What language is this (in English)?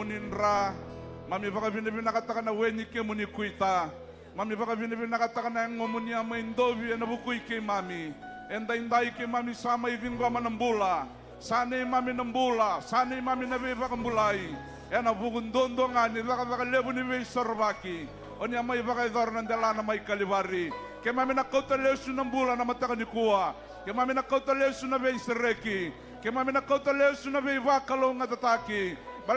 Fijian